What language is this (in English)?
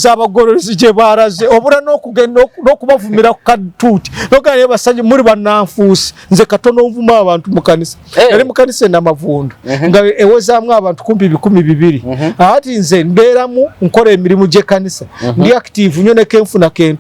Ganda